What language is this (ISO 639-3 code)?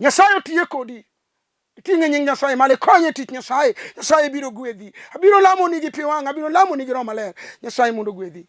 luo